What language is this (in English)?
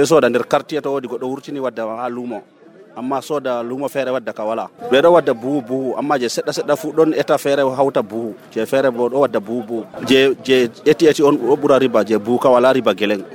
Nigerian Fulfulde